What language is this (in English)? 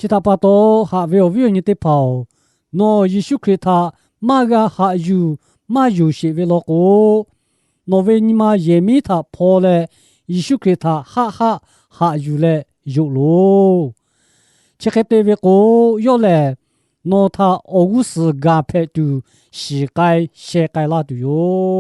Lahu